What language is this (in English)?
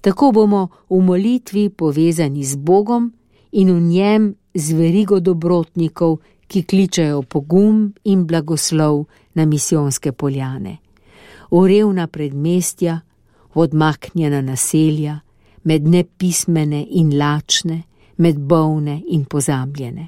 Slovenian